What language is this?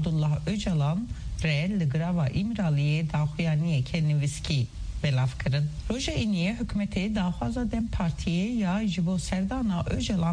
Kurdish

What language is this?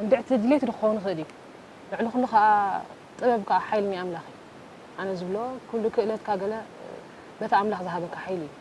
Tigrinya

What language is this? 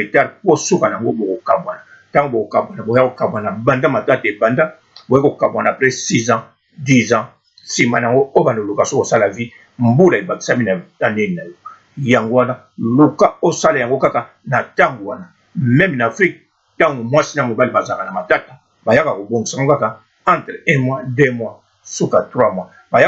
Lingala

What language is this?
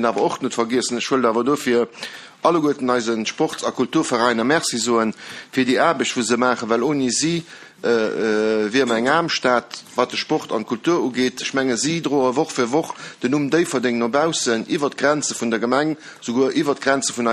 Luxembourgish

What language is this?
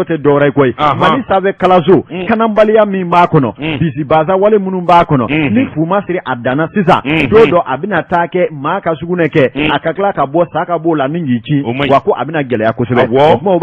Bambara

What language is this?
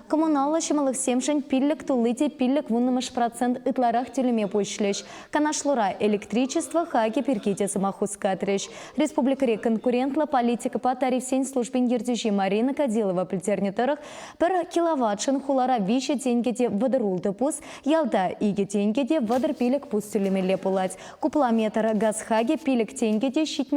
Chuvash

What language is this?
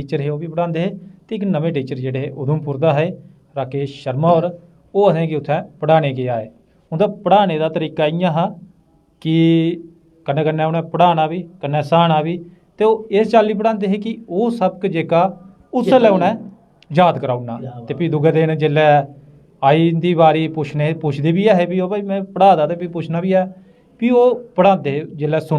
Dogri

